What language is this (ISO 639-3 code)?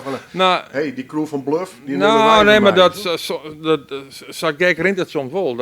fry